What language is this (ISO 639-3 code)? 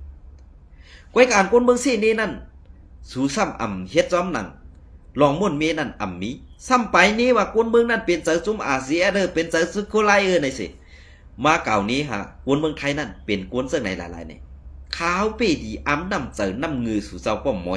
shn